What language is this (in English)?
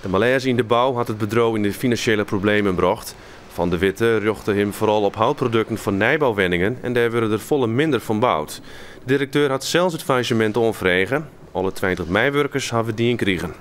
Western Frisian